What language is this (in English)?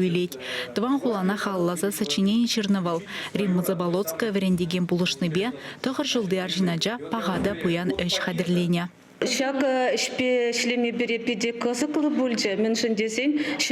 Chuvash